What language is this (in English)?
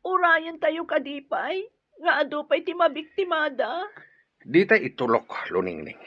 Iloko